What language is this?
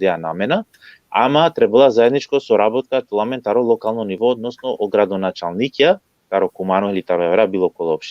Balkan Romani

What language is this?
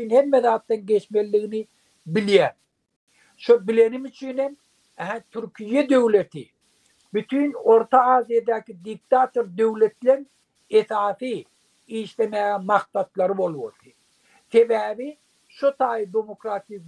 Turkmen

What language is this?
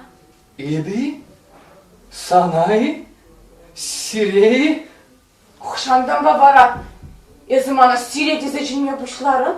Chuvash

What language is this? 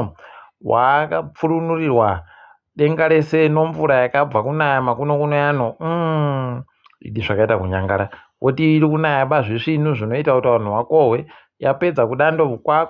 Ndau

